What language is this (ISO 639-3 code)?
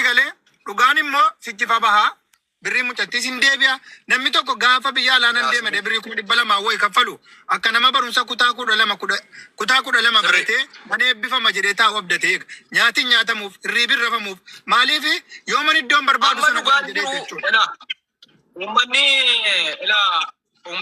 orm